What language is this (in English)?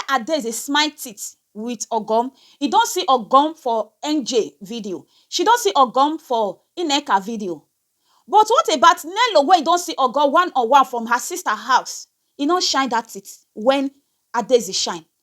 Nigerian Pidgin